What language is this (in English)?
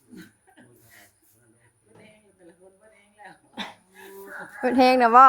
Northeastern Thai